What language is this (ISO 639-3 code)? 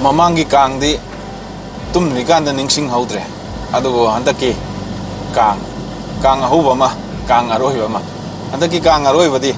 mni